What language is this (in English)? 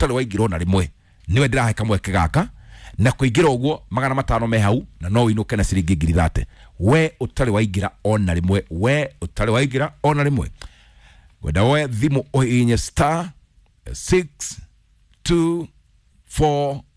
Kikuyu